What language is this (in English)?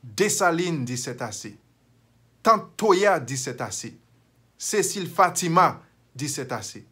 Haitian Creole